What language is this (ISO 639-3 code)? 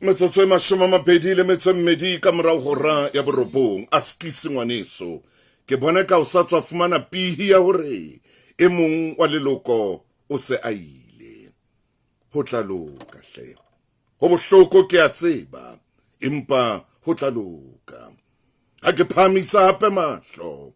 sot